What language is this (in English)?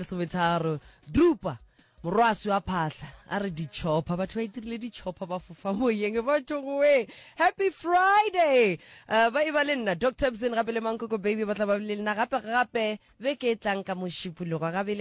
Northern Sotho